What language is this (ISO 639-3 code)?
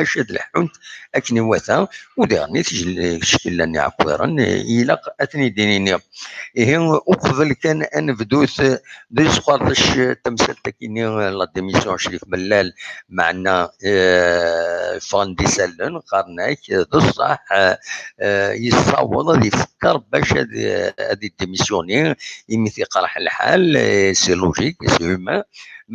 kab